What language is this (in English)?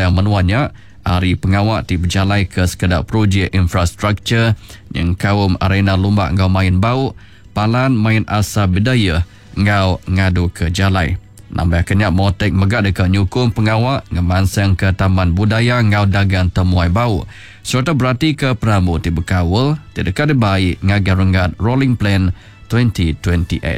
Iban